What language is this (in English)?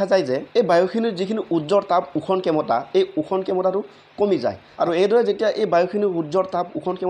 Assamese